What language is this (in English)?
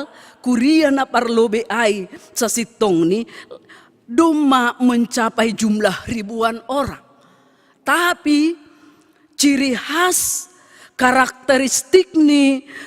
Batak Simalungun